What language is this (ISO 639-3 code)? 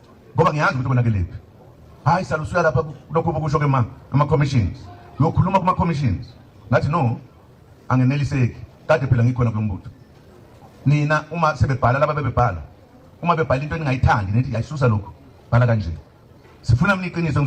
zul